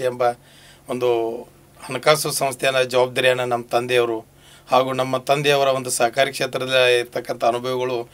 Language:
Kannada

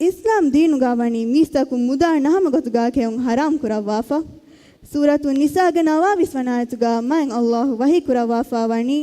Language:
Divehi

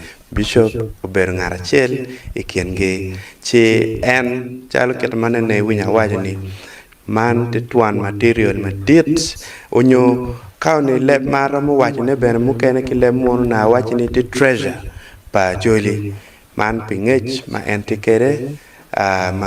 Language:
Acoli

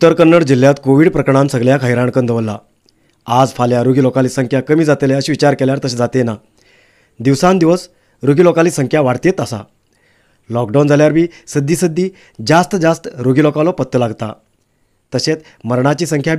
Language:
Konkani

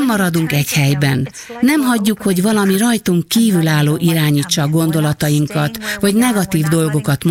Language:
Hungarian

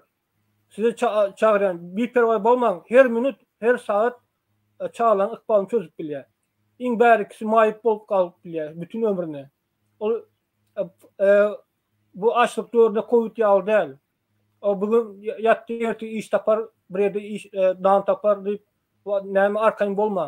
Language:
Turkmen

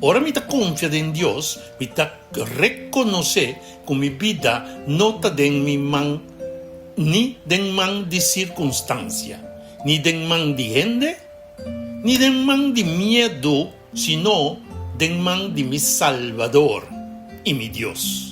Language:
Papiamento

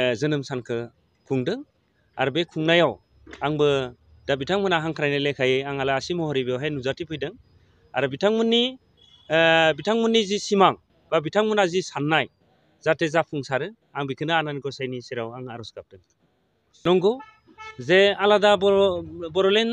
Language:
Bodo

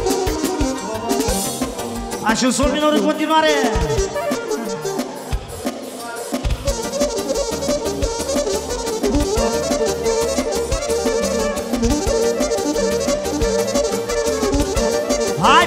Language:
Romanian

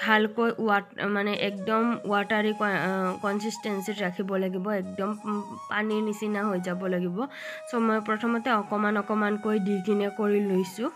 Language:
Assamese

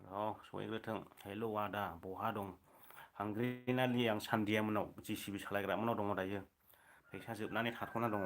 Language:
Bodo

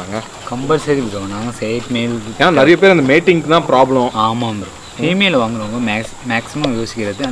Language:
Tamil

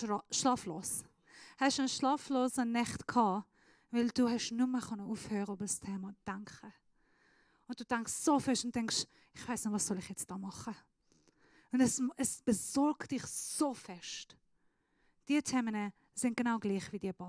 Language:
Swiss German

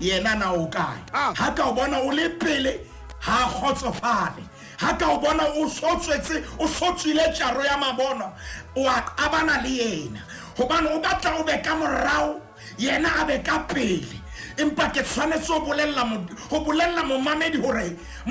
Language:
Southern Sotho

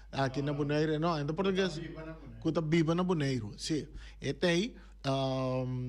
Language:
Papiamento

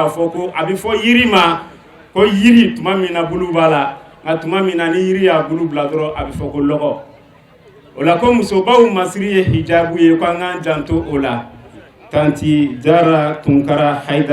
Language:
Bambara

